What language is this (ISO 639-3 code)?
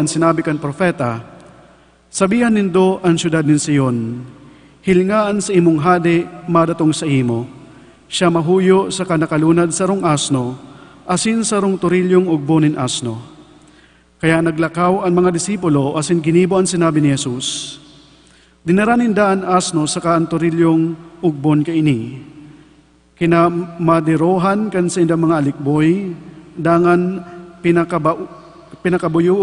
bik